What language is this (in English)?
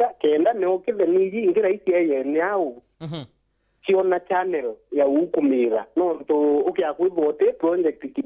Meru